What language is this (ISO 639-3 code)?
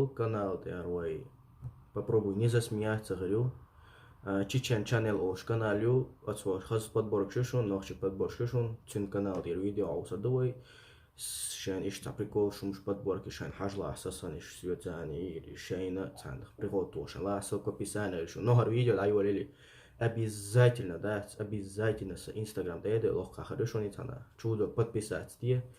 che